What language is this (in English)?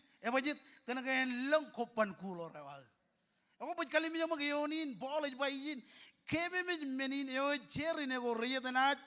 Marshallese